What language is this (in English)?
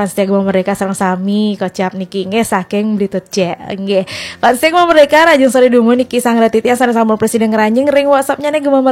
Balinese